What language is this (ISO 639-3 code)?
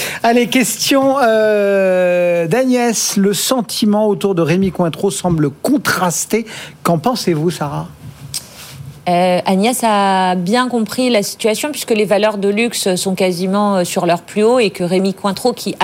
fra